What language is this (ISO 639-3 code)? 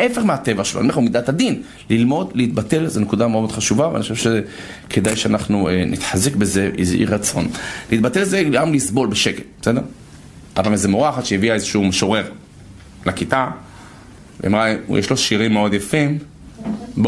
heb